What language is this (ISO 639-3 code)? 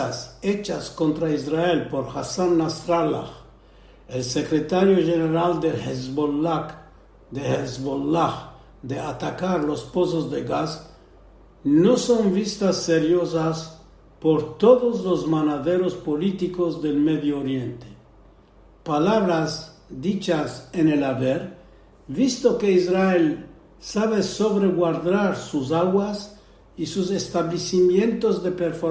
lad